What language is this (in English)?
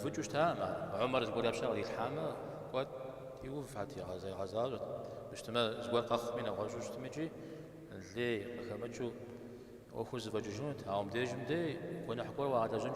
Kabardian